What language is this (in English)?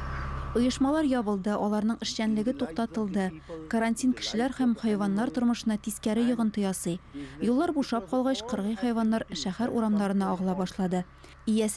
Tatar